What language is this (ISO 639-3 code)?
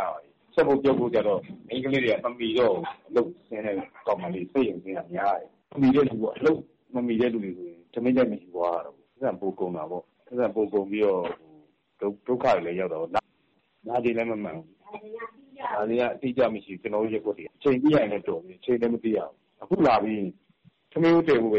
mya